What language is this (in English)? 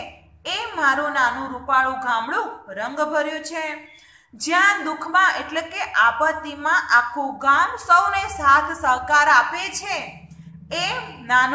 Gujarati